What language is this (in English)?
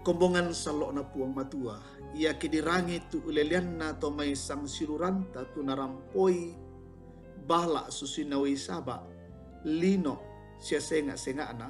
Toraja-Sa'dan